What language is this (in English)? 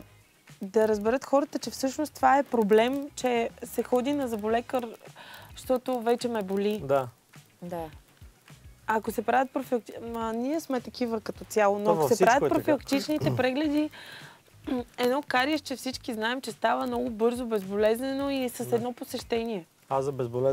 Bulgarian